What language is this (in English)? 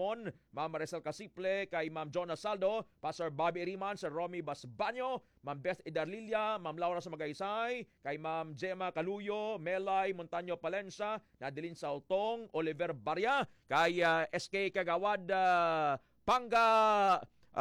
Hiligaynon